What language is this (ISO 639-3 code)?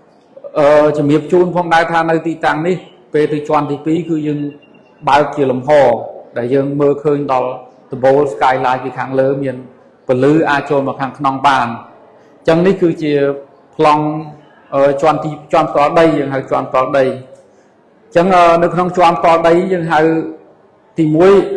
khm